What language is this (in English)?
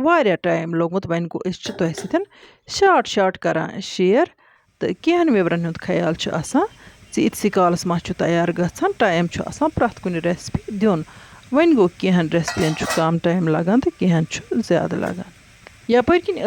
Kashmiri